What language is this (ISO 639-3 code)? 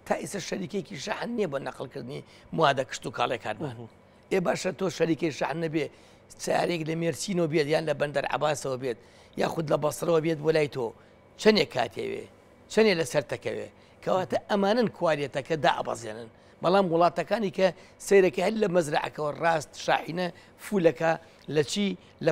ckb